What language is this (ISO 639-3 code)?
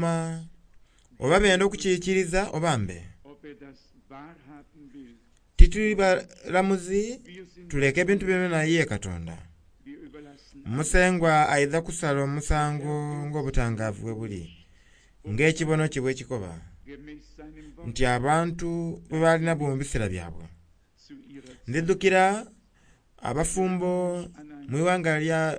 xog